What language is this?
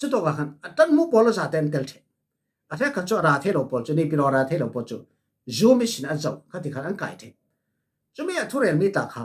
Falam Chin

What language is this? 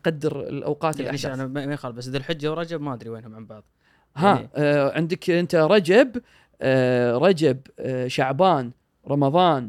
Gulf Arabic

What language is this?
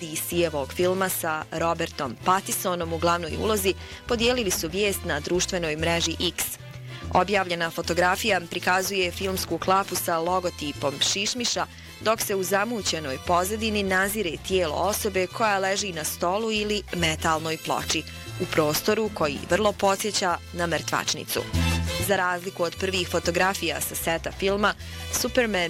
Bosnian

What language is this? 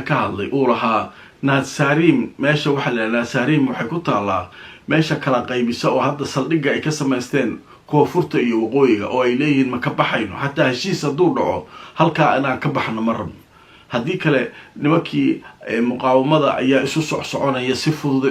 Somali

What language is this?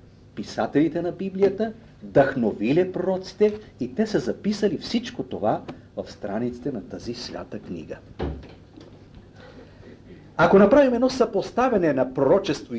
Bulgarian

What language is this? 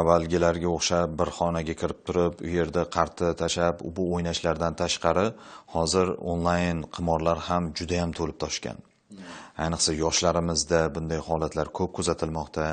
Uzbek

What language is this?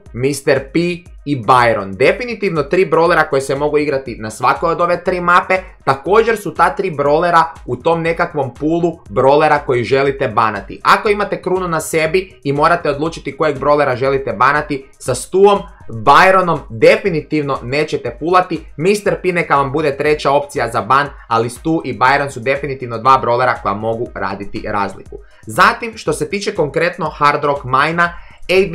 Croatian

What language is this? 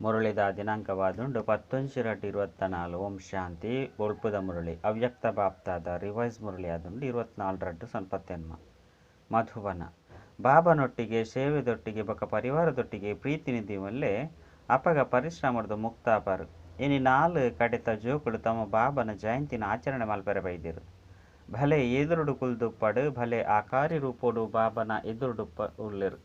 Tulu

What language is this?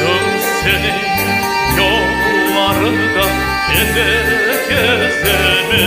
Crimean Tatar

